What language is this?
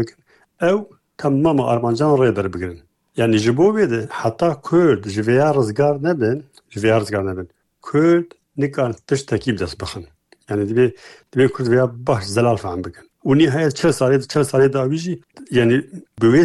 Kurdish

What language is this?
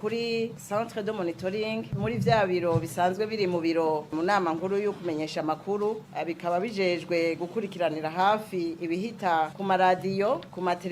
Rundi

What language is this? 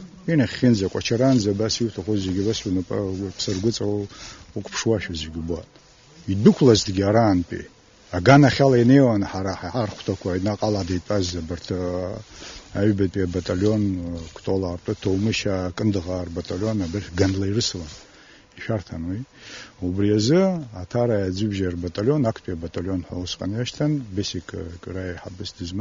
Abkhazian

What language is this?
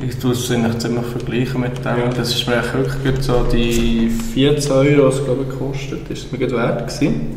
Swiss German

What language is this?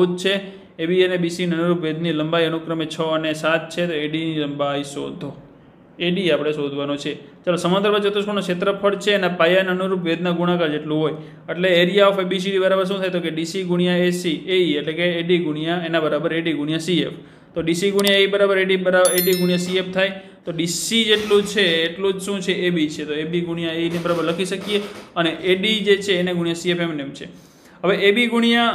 Gujarati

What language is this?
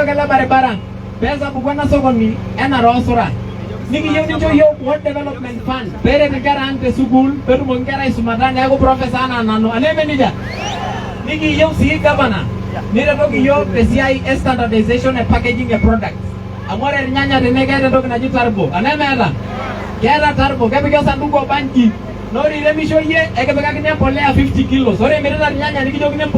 Masai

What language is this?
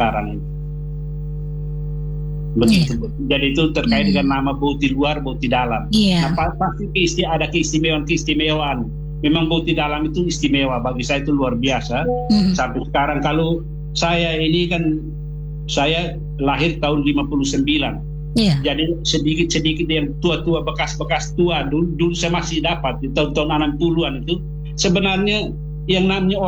Indonesian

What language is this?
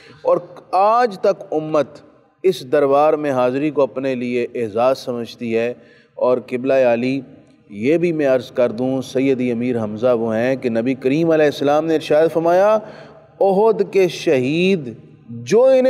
Urdu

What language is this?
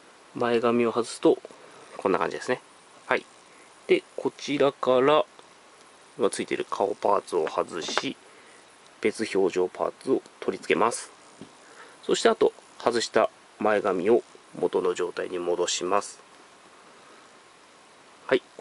Japanese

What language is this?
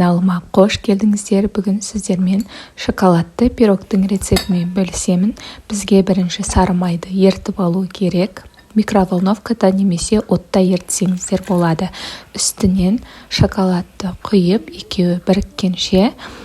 Kazakh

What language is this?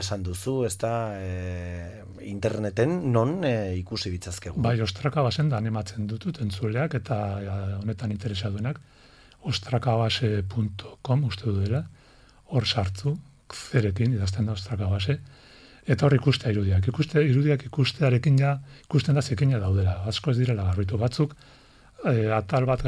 Basque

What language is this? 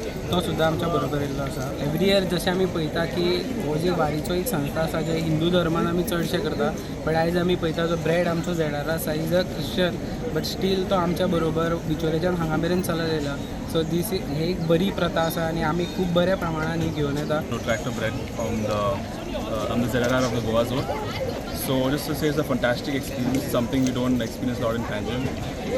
Konkani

